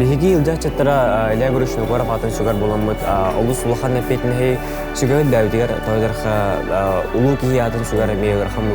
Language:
Yakut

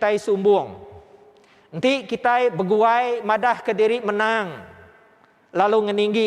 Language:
Iban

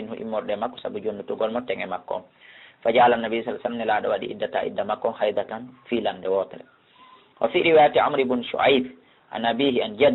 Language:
Fula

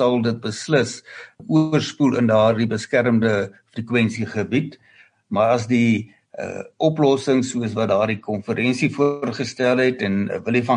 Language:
Afrikaans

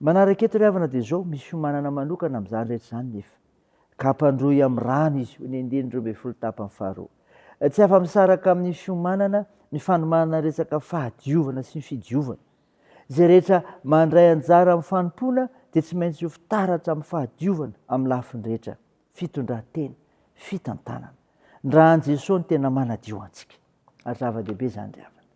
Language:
Malagasy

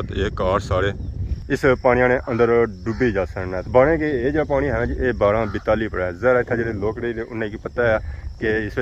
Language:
Pahari-Potwari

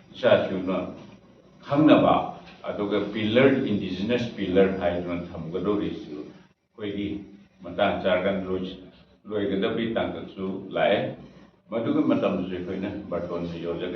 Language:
Manipuri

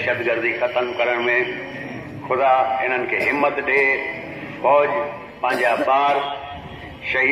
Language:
Sindhi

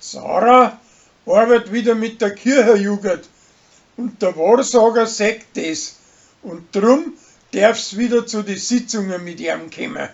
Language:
Bavarian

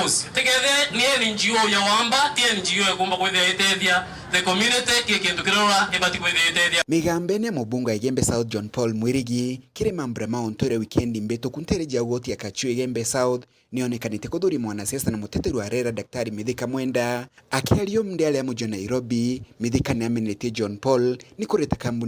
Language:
Meru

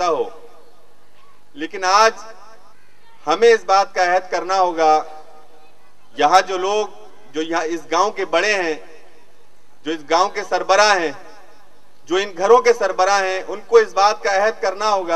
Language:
Urdu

